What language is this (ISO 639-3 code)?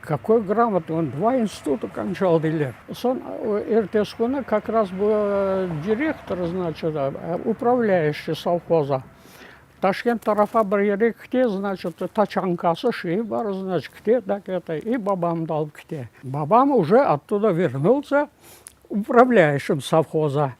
crh